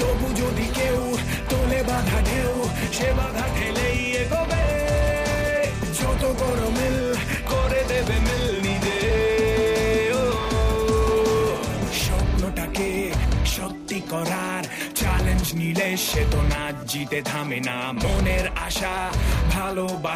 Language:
Bangla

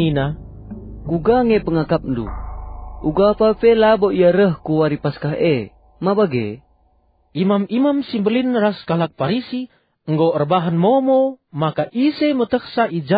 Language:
Batak Karo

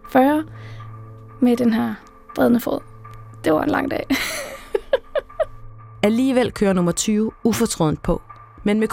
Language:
Danish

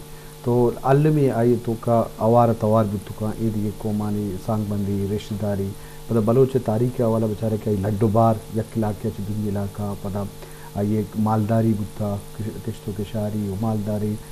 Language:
Baluchi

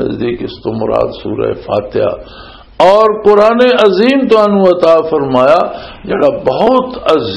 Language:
Western Panjabi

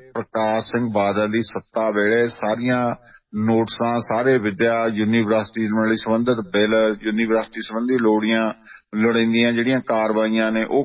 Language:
Punjabi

